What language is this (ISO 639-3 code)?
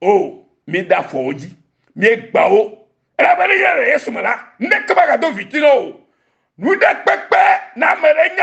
ewe